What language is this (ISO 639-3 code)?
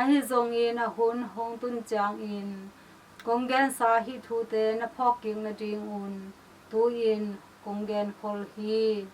ctd